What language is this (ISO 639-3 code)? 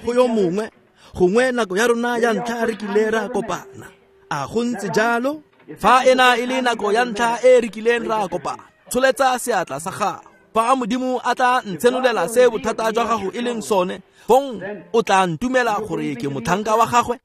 tsn